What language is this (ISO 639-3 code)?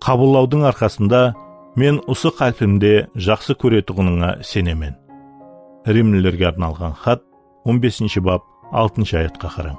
kaa